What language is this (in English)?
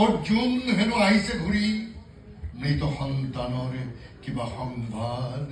Assamese